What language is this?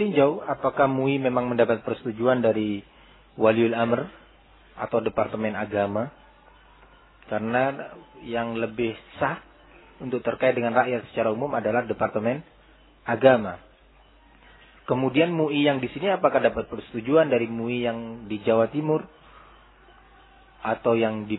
Indonesian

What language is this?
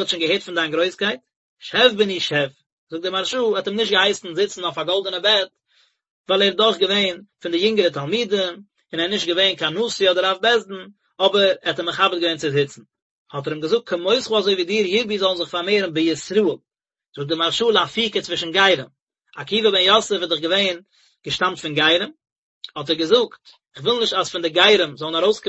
Yiddish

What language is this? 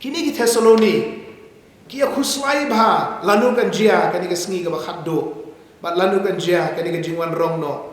Khasi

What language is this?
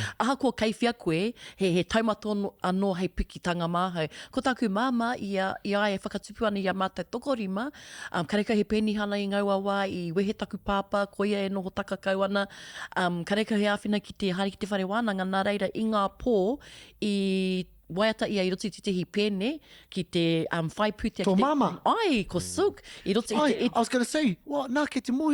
Māori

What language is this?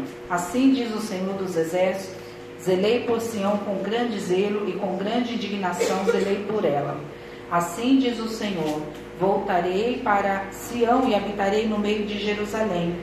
Portuguese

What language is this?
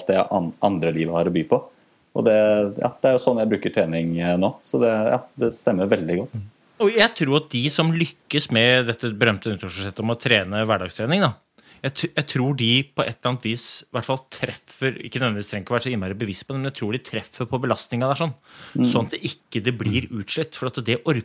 Norwegian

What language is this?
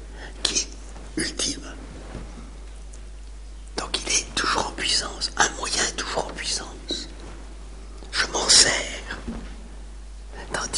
French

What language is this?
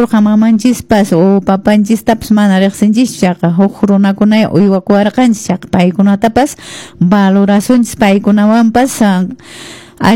Quechua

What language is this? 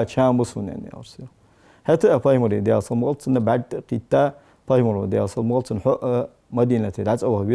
Ingush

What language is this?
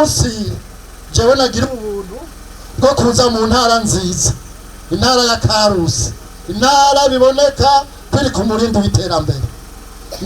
Rundi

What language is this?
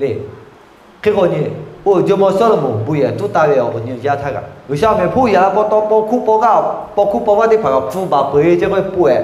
Lahu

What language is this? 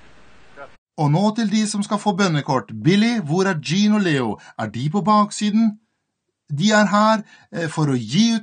Norwegian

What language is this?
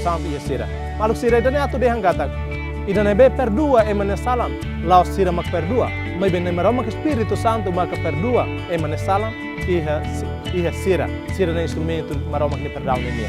Tetum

